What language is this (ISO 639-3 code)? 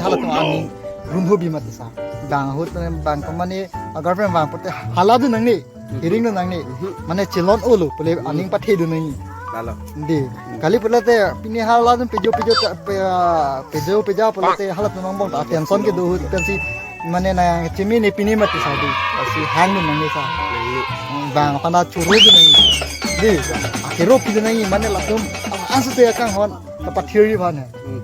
mjw